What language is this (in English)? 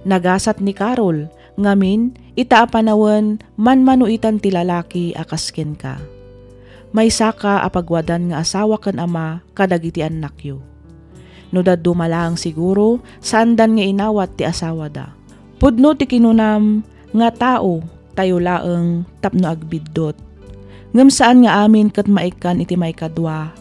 Iloko